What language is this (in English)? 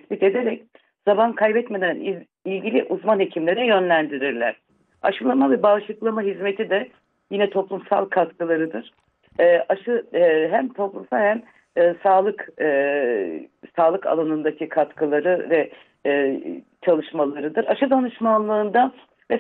Turkish